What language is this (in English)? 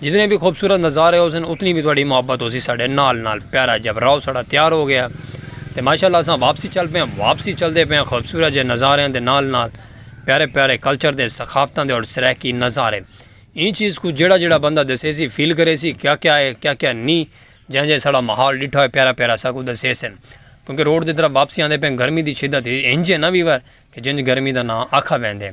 Saraiki